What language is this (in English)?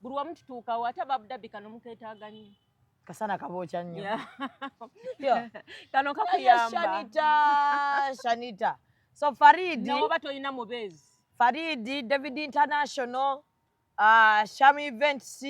Ganda